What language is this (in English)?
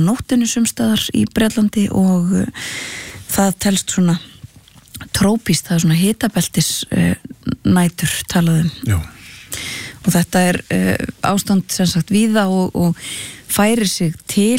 Icelandic